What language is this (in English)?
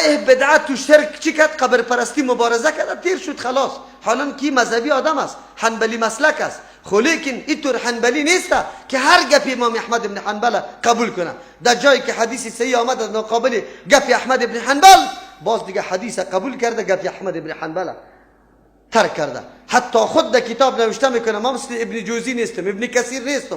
Persian